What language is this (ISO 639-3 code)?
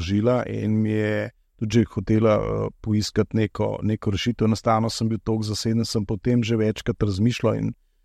slv